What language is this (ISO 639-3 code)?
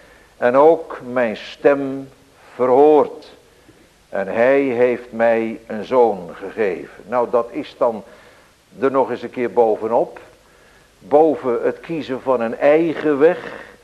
nld